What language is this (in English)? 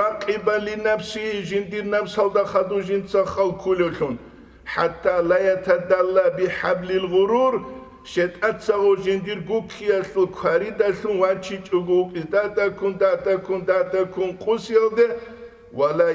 Avaric